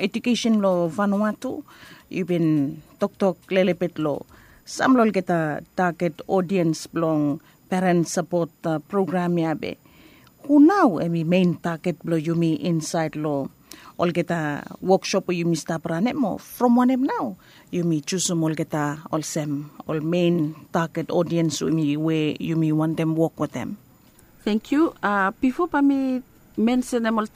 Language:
Bislama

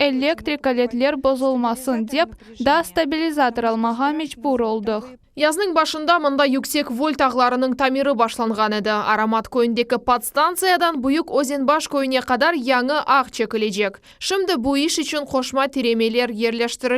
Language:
Crimean Tatar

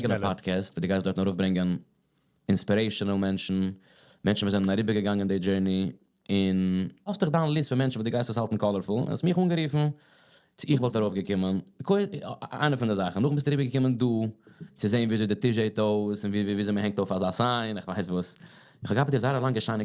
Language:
Yiddish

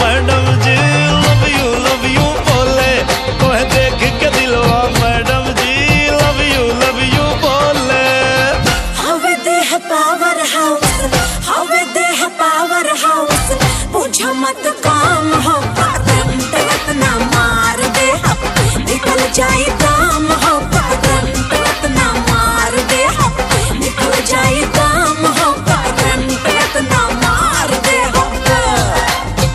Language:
Bhojpuri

